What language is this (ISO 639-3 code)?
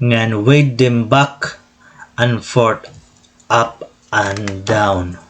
war